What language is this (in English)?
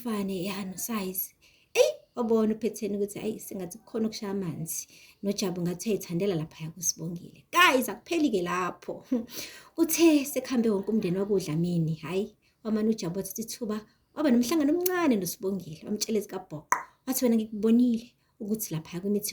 Zulu